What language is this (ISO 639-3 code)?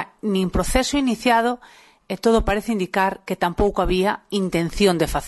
glg